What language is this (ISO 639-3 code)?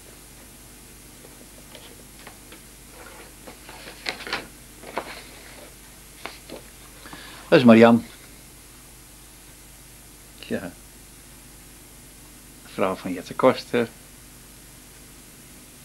nld